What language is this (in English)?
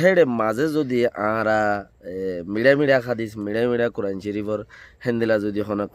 Rohingya